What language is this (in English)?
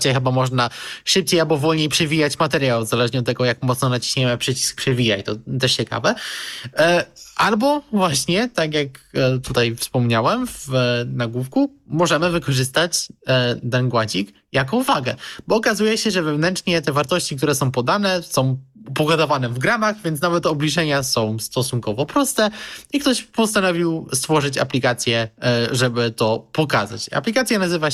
Polish